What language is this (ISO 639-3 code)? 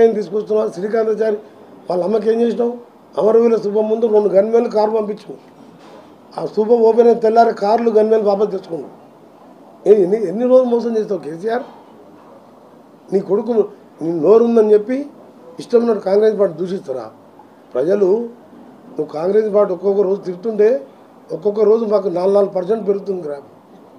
tel